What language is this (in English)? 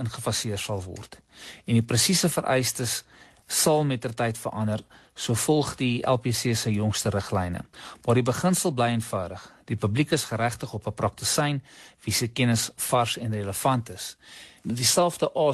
Afrikaans